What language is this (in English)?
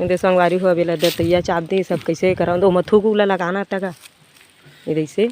Chhattisgarhi